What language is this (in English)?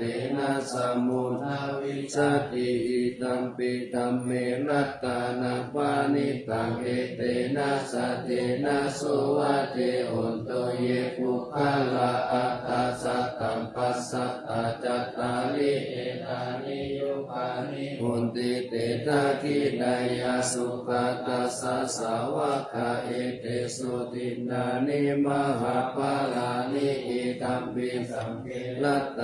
Pali